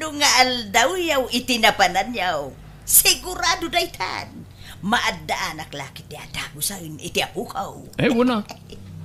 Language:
Iloko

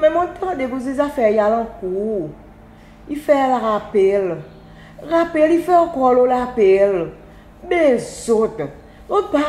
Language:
Seselwa Creole French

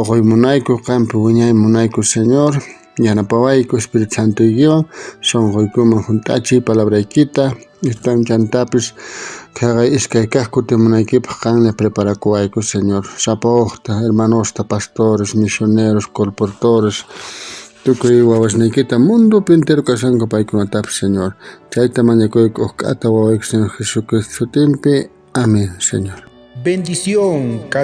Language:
South Bolivian Quechua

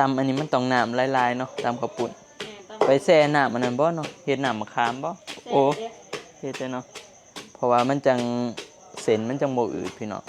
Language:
Northeastern Thai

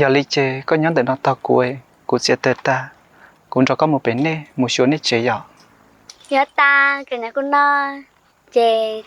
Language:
Hmong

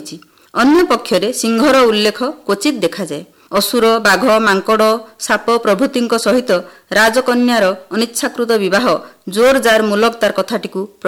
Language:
Odia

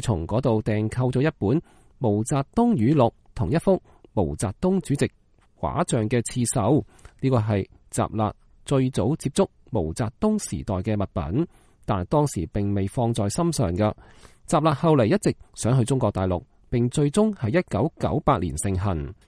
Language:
Cantonese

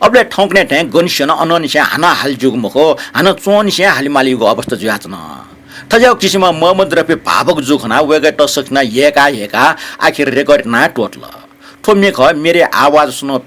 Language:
Newari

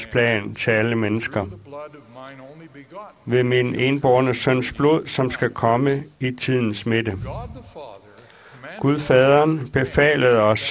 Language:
Danish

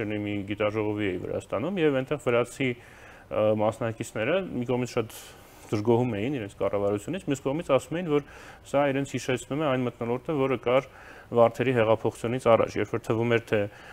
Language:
Armenian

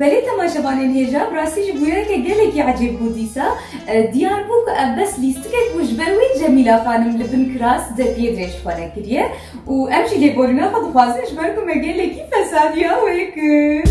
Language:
Kurdish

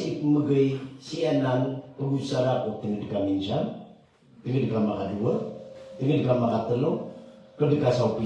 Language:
Maranao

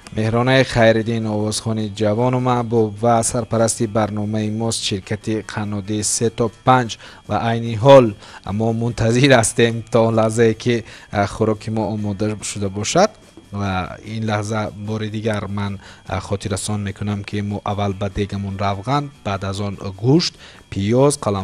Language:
Tajik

